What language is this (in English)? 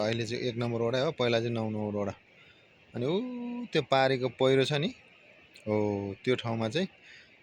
Nepali